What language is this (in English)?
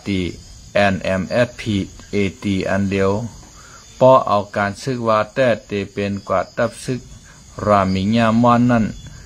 Shan